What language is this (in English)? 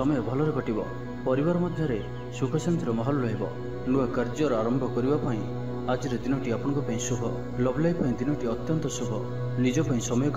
Odia